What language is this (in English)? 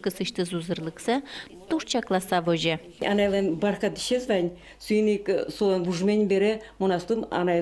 Udmurt